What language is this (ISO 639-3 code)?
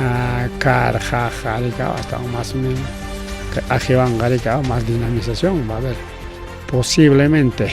quy